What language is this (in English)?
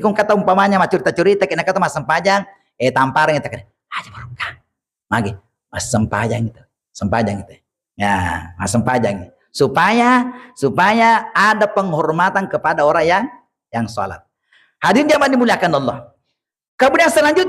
Buginese